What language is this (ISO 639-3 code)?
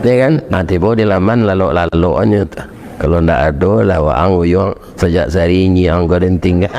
min